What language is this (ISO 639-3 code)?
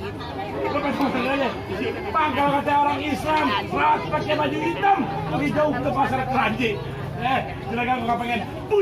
bew